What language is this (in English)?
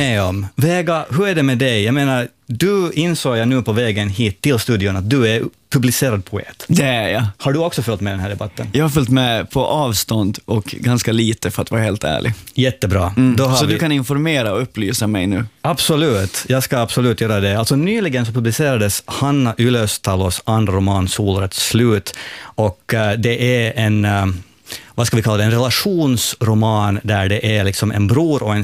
Swedish